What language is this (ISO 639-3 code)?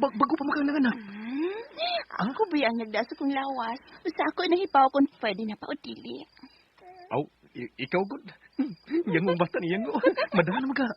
ceb